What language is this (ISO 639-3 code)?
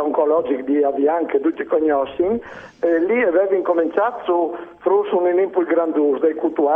fur